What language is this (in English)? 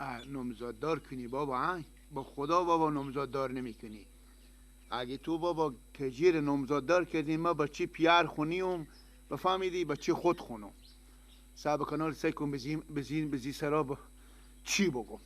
Persian